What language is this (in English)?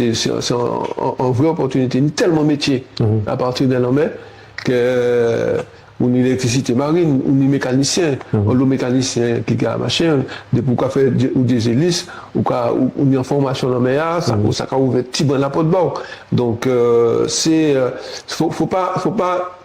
Guadeloupean Creole French